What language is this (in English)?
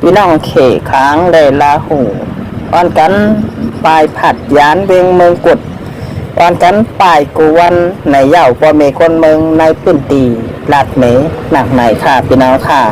Shan